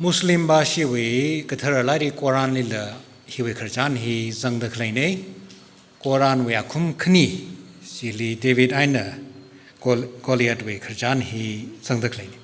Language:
Tangkhul Naga (India)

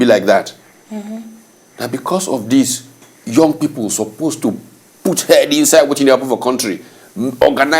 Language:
Nigerian Pidgin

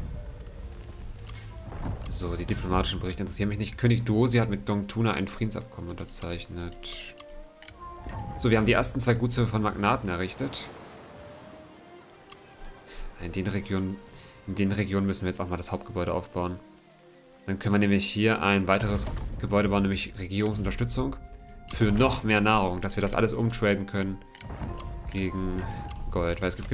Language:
German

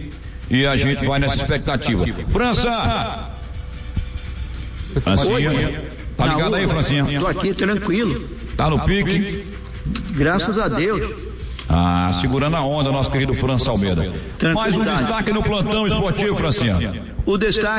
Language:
Portuguese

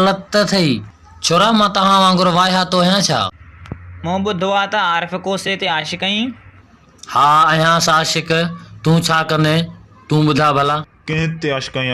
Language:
Sindhi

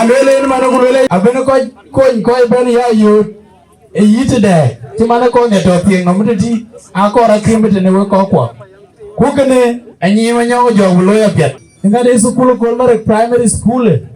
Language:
Dinka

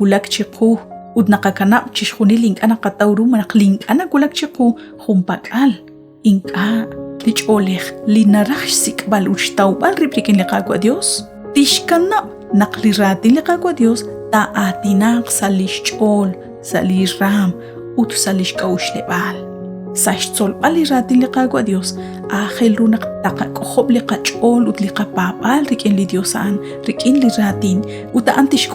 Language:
Kekchí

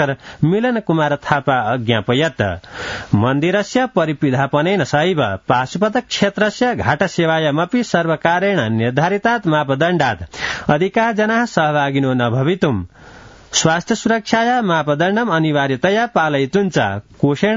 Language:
Sanskrit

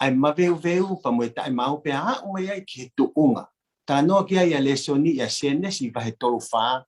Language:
Tongan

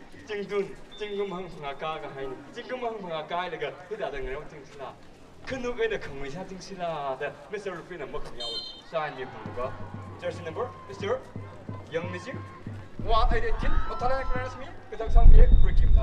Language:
Tangkhul Naga (India)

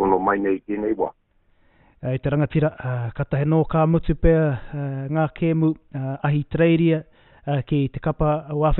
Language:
Māori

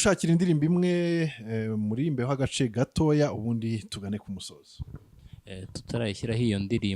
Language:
Kinyarwanda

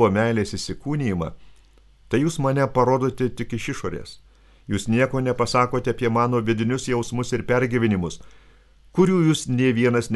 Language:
Lithuanian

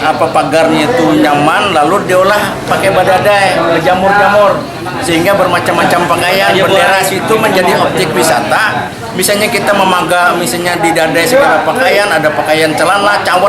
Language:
Banjar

